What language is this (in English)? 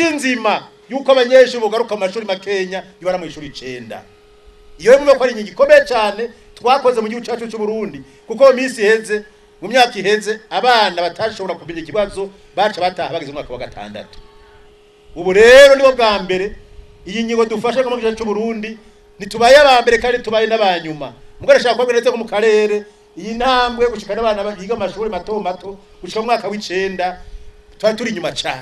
Rundi